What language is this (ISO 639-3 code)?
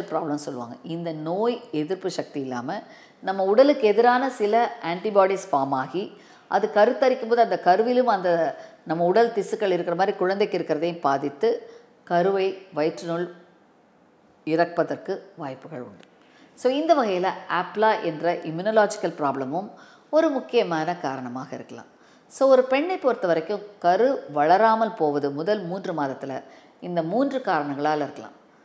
tam